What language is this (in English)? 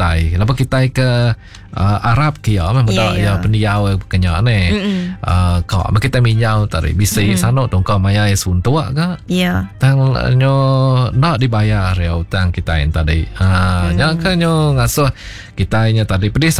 Iban